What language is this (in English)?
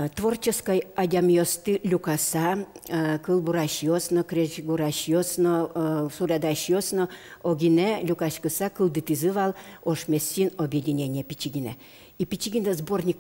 Udmurt